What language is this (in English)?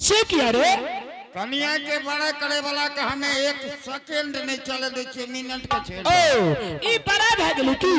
Angika